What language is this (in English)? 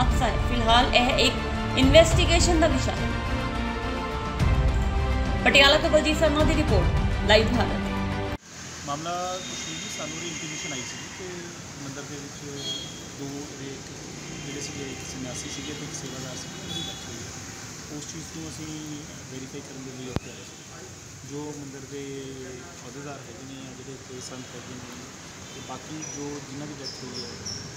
Punjabi